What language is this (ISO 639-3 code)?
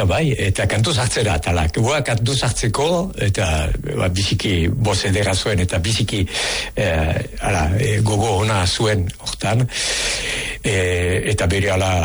eus